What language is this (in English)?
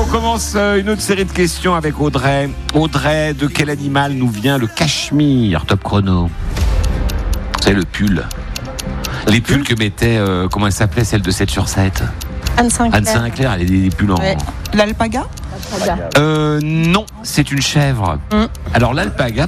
French